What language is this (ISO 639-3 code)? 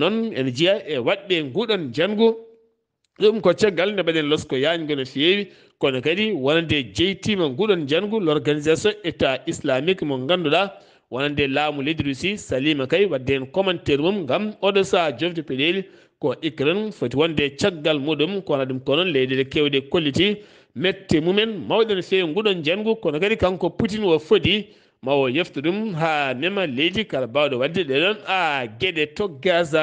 ful